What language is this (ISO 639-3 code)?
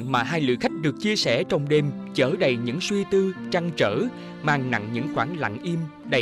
vie